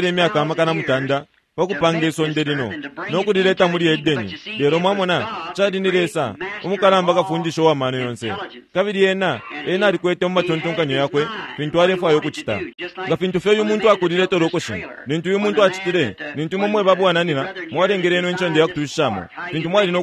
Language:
Bemba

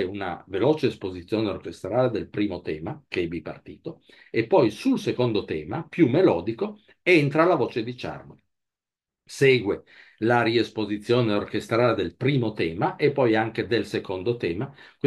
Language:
Italian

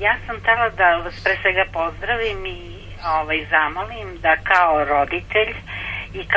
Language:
Serbian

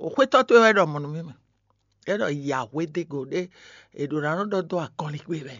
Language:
Fon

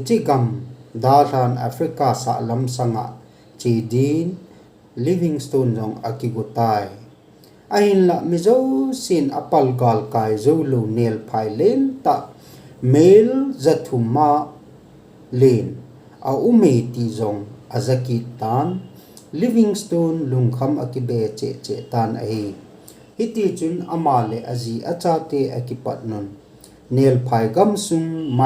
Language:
Thado Chin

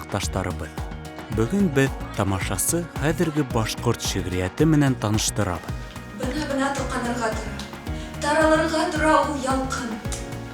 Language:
Bashkir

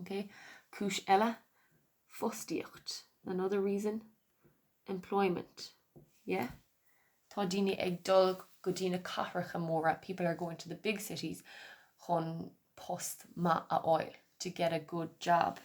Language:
Irish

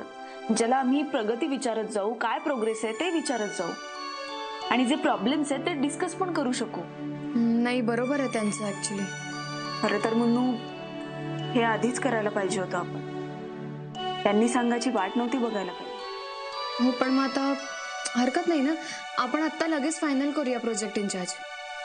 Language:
Marathi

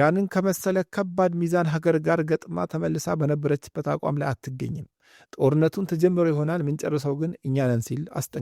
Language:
Amharic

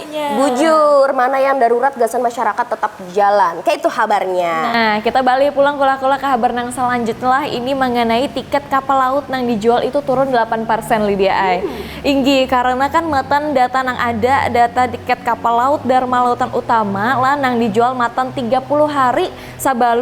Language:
Banjar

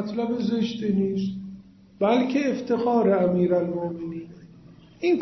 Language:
Persian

